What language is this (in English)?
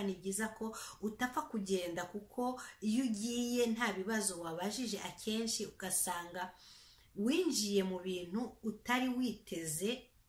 Kinyarwanda